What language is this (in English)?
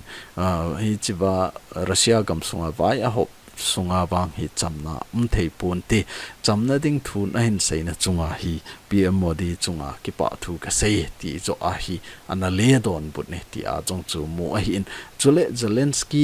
Thado Chin